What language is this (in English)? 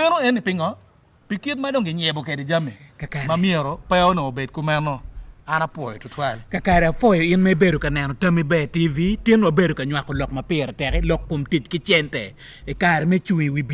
Acoli